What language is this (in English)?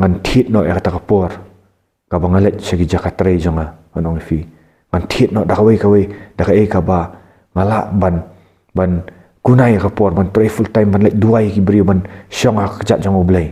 Khasi